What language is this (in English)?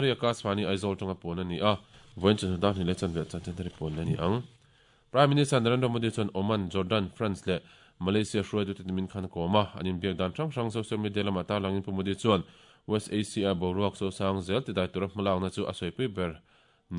Mizo